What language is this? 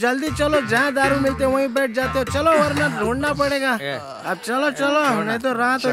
Hindi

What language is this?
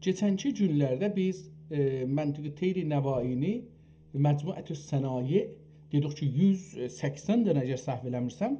South Azerbaijani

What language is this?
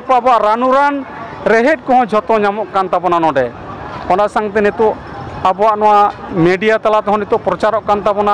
Santali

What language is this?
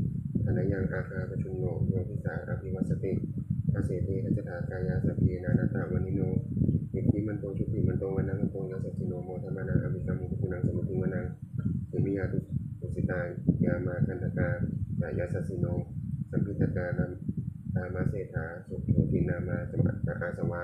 Pali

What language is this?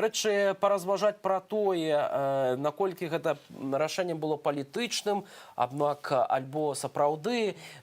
Belarusian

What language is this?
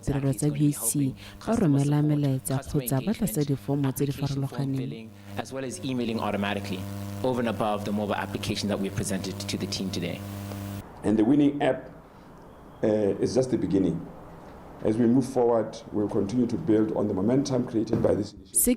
Tswana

